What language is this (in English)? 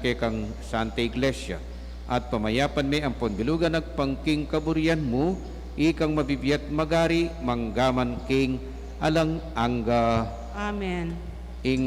Pampanga